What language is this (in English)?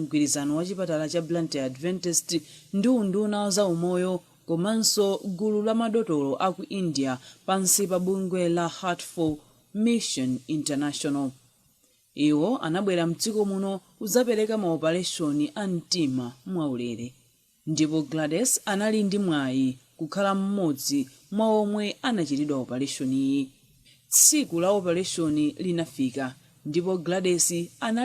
Nyanja